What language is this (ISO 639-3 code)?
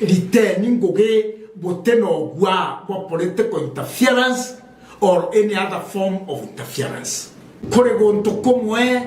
mer